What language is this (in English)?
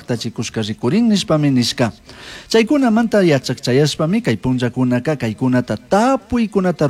Chimborazo Highland Quichua